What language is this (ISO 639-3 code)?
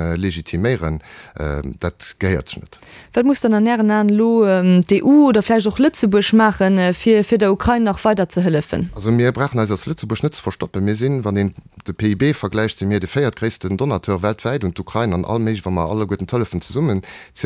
ltz